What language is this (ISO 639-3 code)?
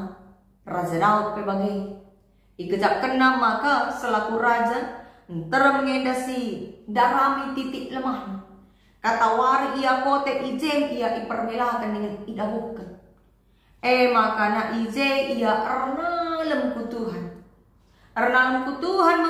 btx